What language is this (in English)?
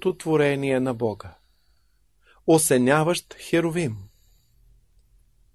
Bulgarian